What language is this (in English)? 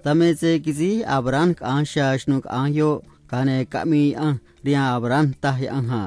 Copala Triqui